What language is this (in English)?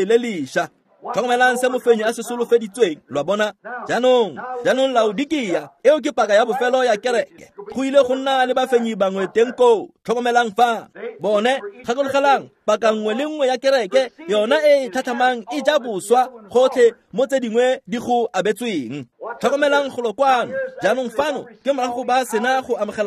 Tswana